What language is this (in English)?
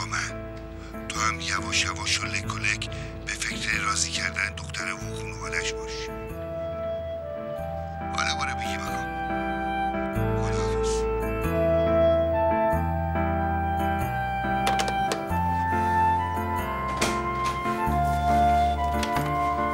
Persian